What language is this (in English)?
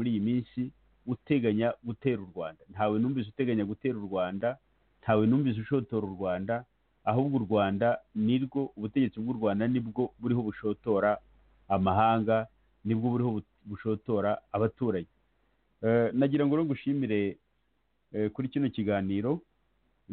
Kinyarwanda